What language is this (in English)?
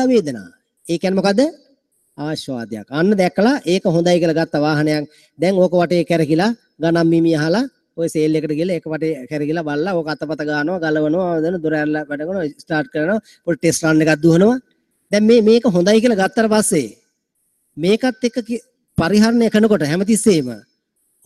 Sinhala